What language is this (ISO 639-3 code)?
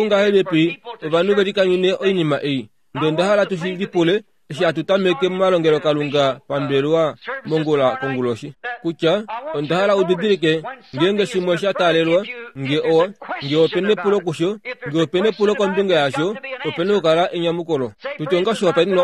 kua